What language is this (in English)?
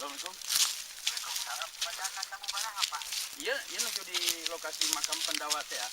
Sundanese